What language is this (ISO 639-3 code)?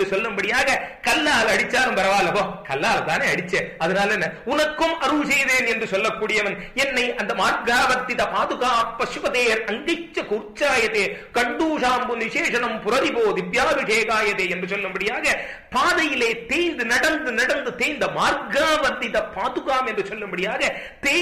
tam